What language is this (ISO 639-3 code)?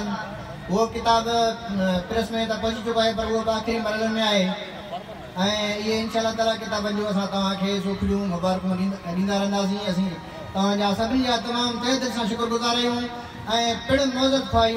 snd